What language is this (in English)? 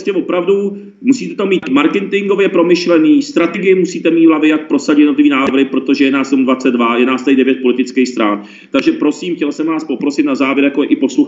Czech